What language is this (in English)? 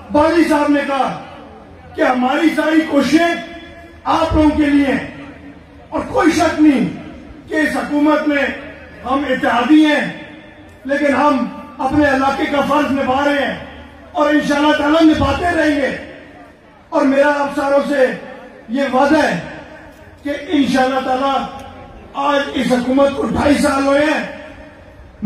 Urdu